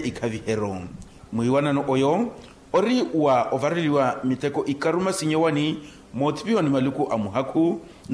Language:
Makhuwa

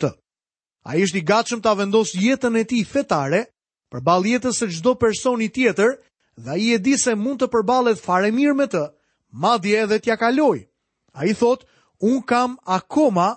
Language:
Albanian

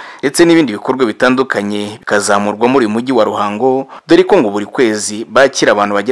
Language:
Kinyarwanda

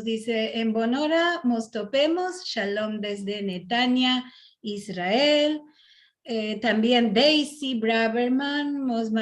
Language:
Ladino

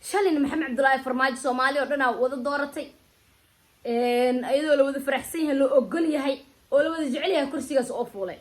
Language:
Somali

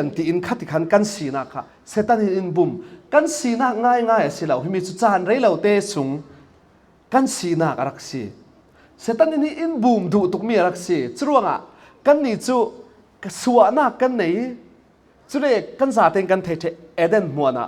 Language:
Falam Chin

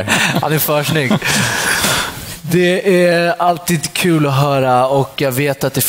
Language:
Swedish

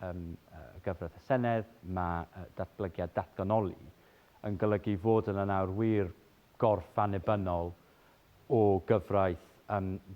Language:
Welsh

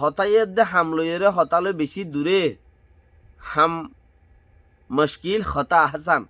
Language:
Rohingya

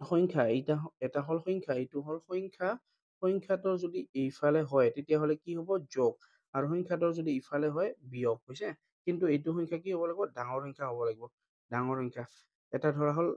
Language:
Assamese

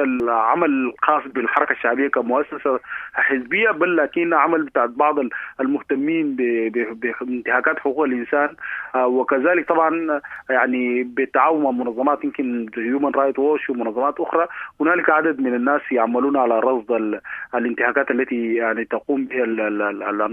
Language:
Sudanese Arabic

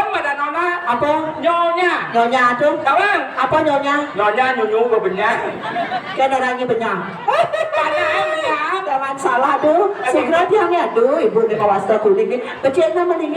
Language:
Balinese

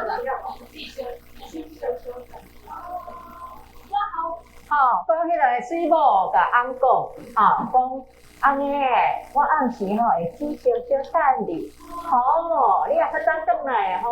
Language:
Min Nan Chinese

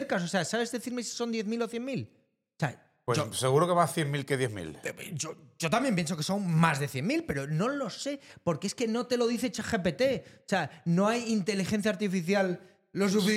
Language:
Spanish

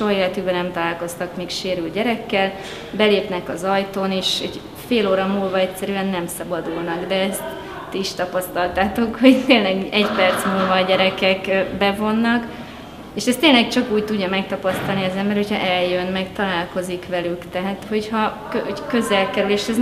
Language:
Hungarian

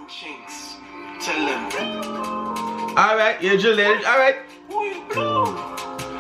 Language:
Jamaican Creole English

